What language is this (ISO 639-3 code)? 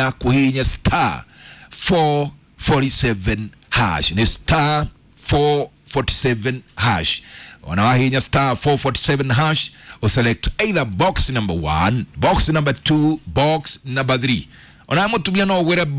kik